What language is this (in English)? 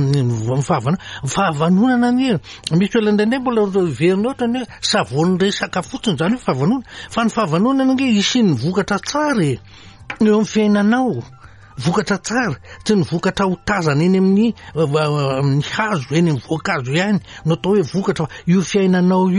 Malagasy